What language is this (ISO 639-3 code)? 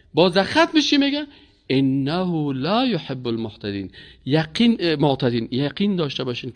fas